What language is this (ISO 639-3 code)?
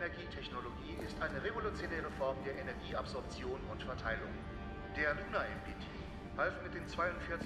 gsw